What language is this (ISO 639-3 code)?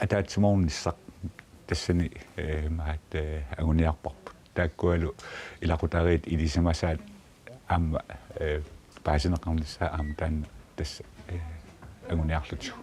kal